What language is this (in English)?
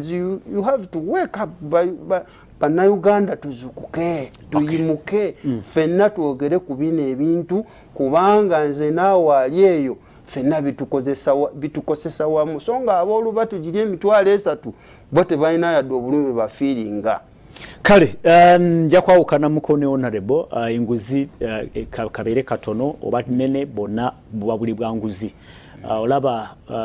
Ganda